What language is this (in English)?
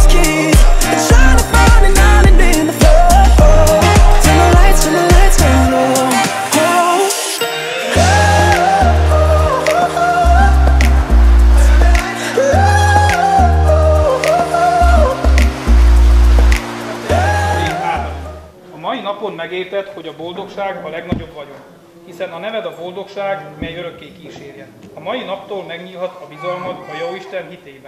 Hungarian